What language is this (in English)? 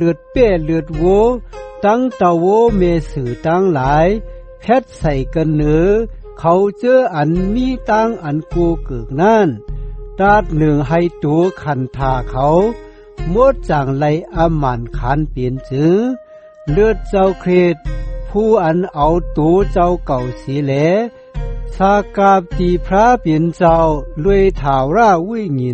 Shan